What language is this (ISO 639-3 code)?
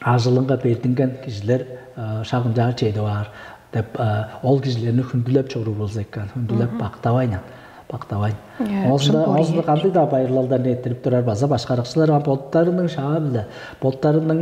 tyv